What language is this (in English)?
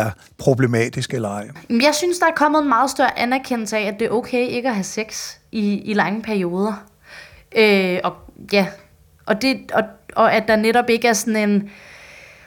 Danish